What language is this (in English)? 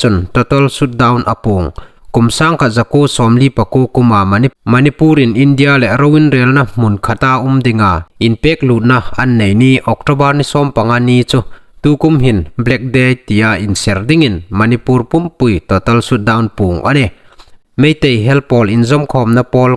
Hmar